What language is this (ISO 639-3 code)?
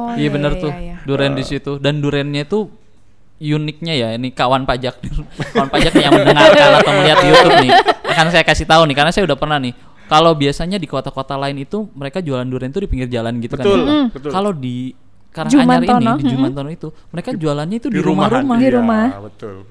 ind